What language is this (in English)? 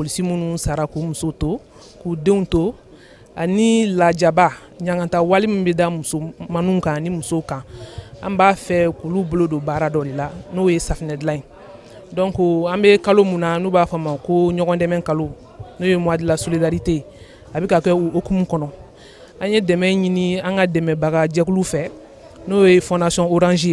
Bambara